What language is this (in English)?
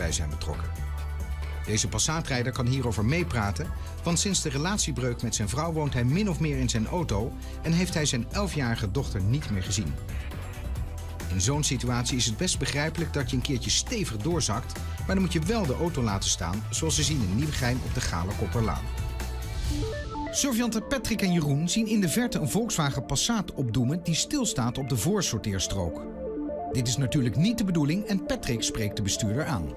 Dutch